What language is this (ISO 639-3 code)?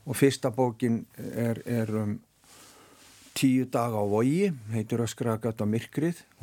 isl